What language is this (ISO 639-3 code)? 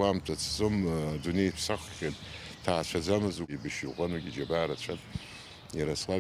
abk